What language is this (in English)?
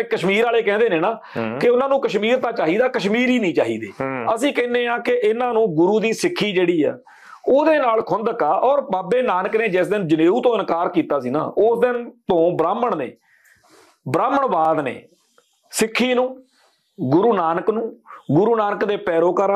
Punjabi